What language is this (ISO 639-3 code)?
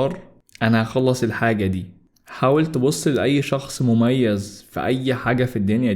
arz